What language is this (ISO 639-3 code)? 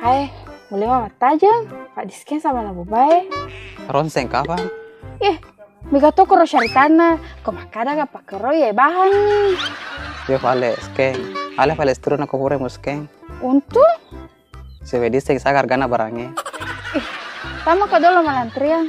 bug